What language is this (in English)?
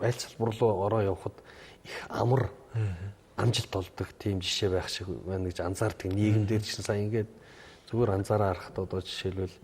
Mongolian